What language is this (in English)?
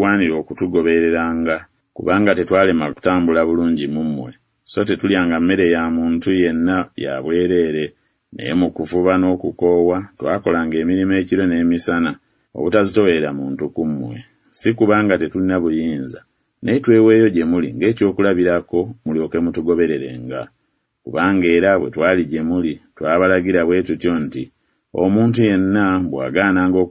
Ganda